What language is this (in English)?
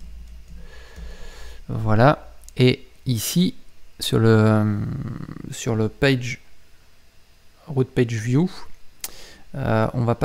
French